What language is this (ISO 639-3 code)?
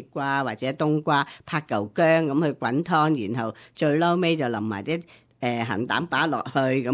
yue